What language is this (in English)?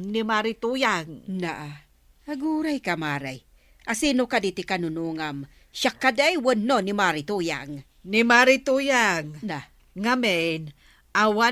Iloko